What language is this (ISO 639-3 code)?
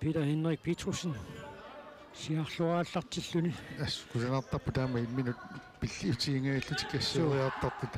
kal